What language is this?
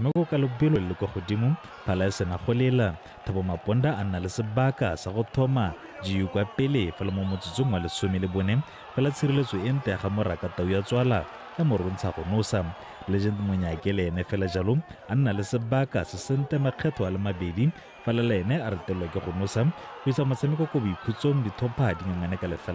Tswana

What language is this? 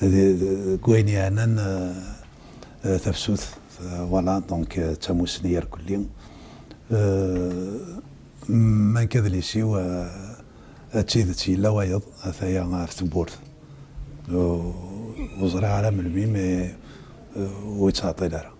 Kabyle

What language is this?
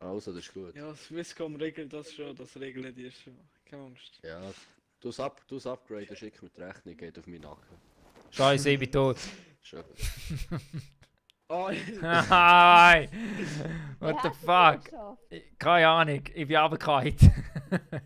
Swiss German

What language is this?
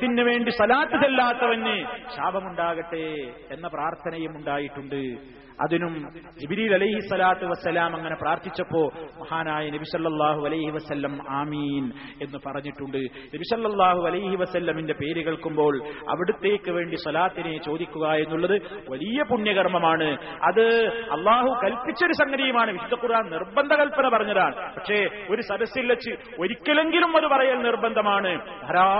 Malayalam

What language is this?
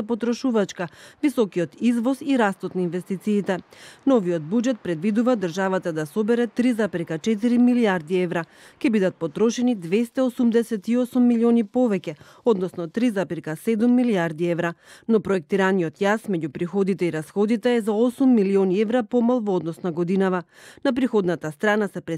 Macedonian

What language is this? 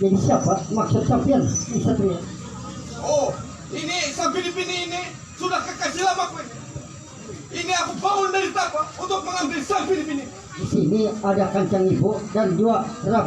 Banjar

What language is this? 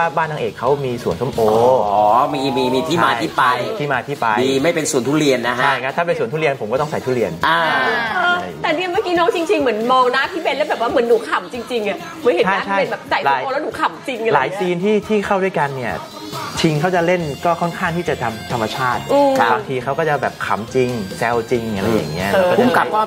Thai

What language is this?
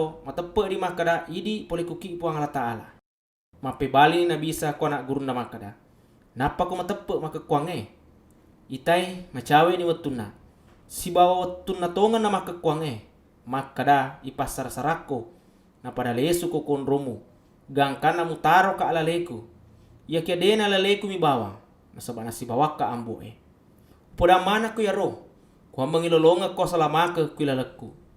Buginese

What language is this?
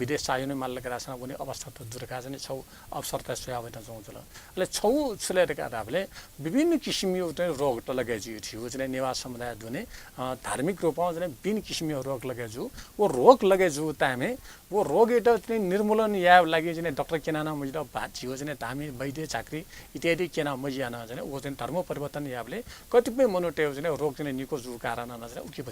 Newari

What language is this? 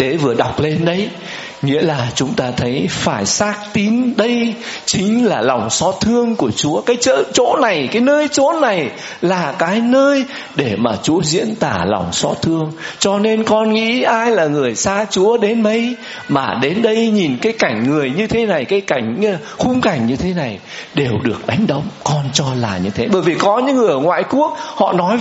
Vietnamese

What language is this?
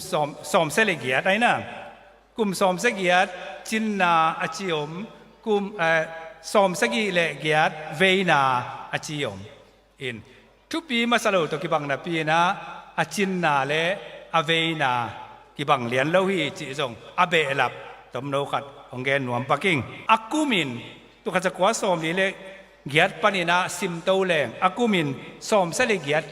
Tedim Chin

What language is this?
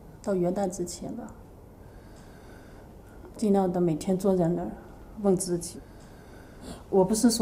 Chinese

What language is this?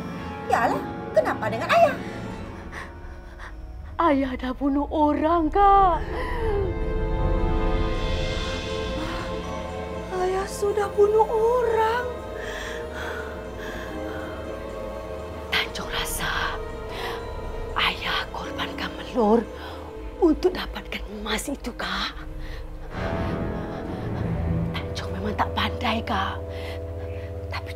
Malay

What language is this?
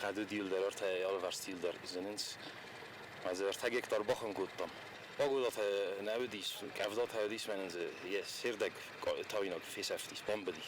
Ossetic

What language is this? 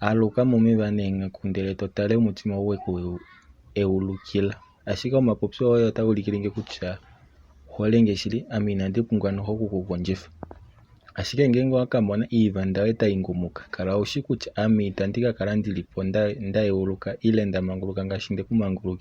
Kuanyama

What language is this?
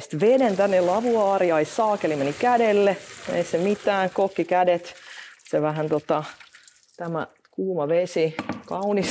Finnish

